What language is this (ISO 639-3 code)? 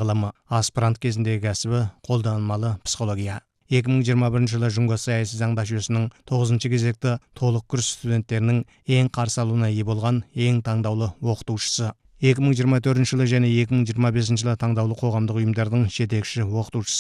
kaz